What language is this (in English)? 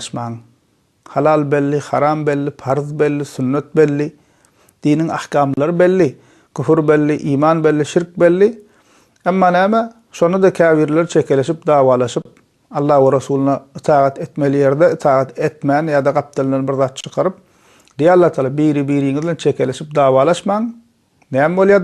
Turkmen